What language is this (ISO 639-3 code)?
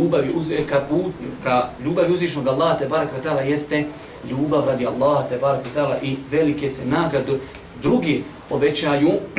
bos